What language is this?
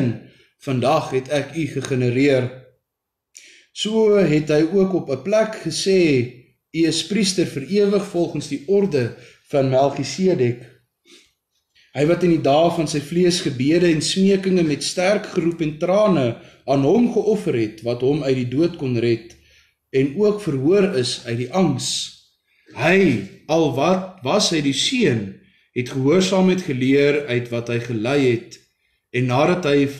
Afrikaans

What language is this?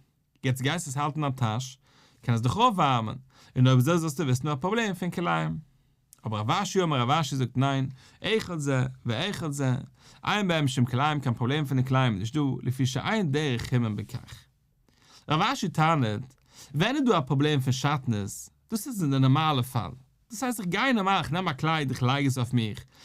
Yiddish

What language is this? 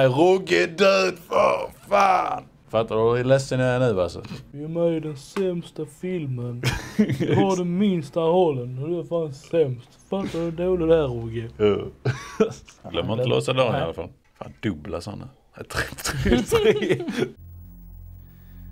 Swedish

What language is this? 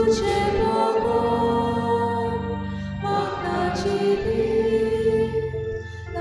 Konkani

